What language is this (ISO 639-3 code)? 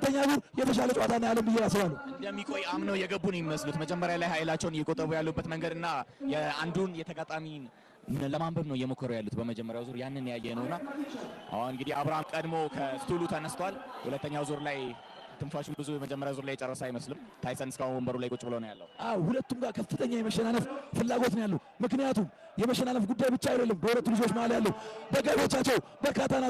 amh